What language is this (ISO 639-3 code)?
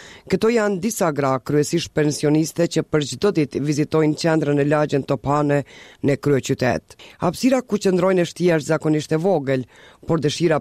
sqi